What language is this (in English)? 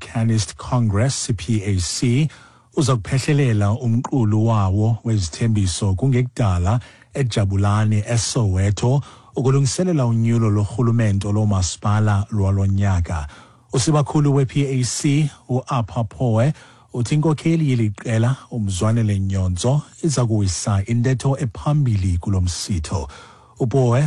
Xhosa